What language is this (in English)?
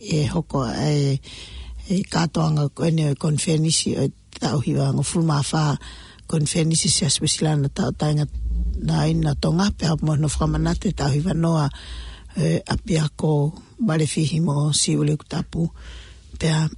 Tongan